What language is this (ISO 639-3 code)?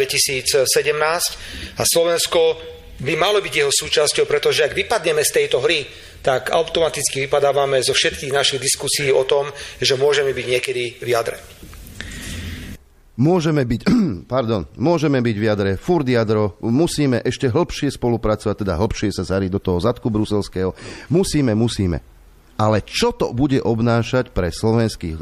slk